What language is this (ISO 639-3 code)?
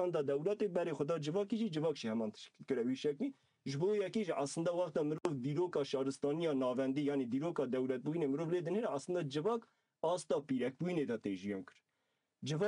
kur